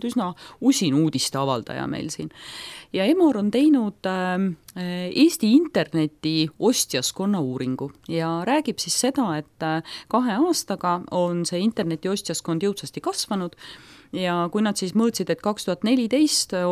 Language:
Estonian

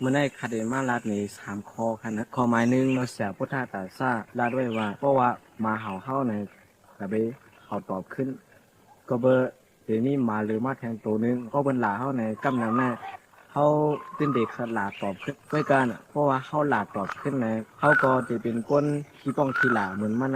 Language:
Shan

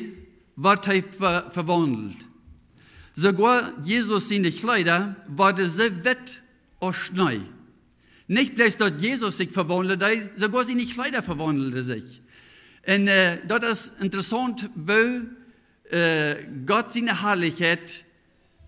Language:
Plautdietsch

